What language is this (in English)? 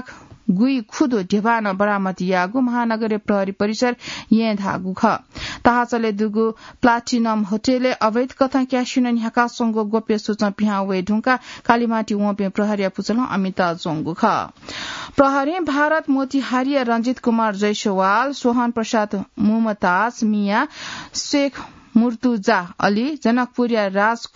Newari